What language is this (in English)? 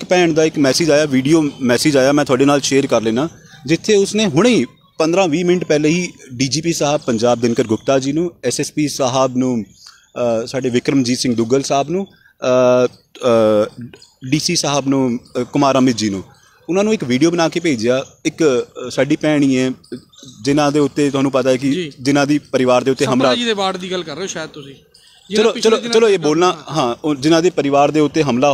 Punjabi